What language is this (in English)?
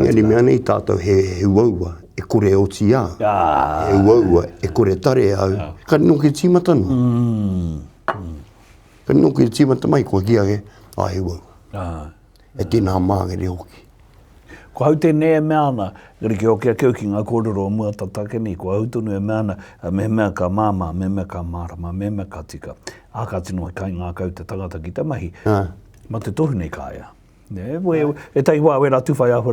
Māori